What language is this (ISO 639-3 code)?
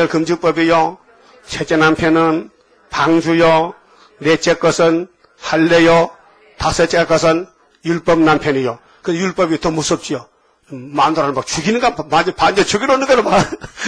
kor